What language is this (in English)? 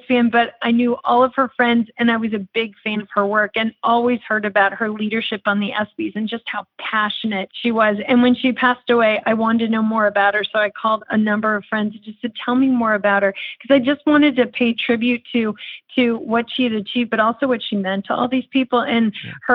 English